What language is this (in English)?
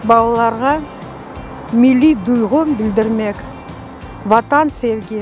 Crimean Tatar